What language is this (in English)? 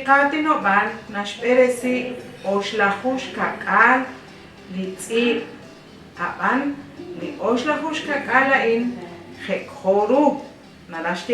Kekchí